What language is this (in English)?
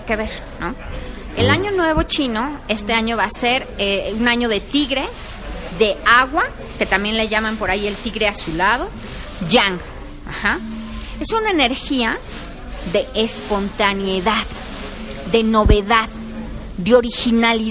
Spanish